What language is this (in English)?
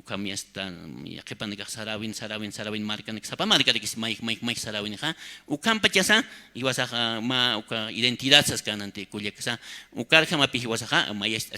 Aymara